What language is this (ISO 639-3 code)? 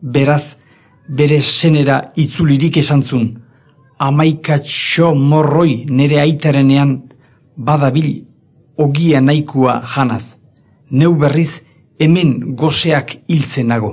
eus